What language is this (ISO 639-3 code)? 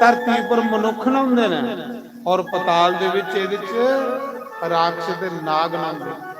doi